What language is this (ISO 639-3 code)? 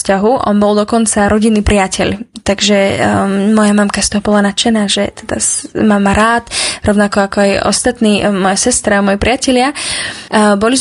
slk